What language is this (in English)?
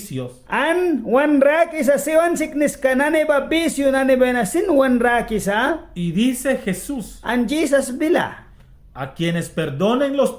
Mískito